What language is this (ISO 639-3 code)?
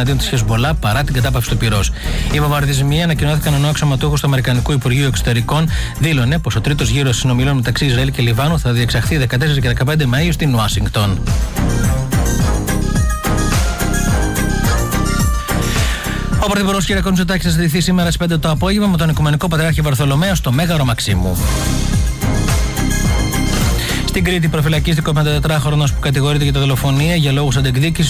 ell